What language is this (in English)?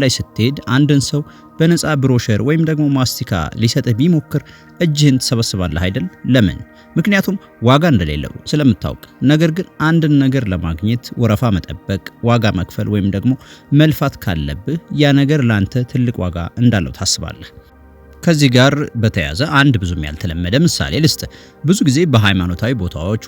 Amharic